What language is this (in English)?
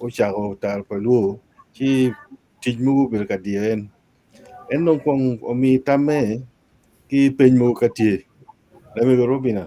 Acoli